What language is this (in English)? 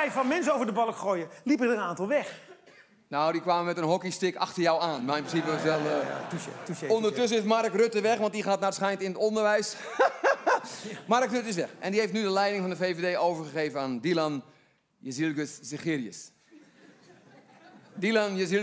Dutch